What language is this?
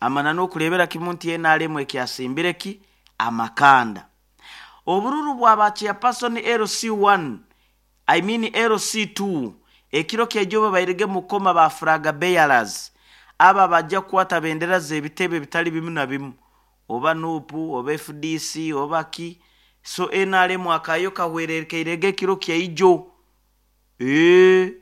Nyoro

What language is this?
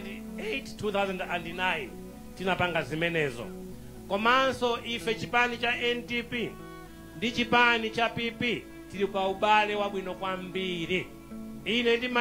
Nyanja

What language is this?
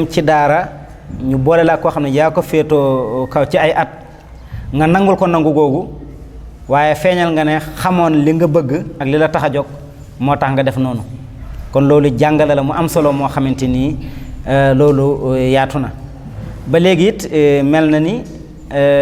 Wolof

